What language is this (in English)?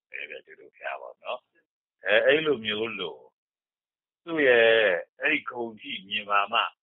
Burmese